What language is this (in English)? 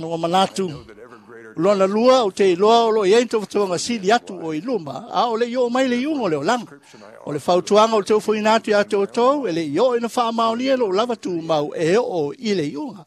Samoan